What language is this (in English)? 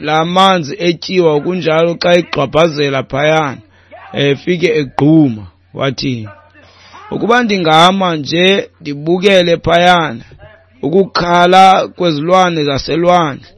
Xhosa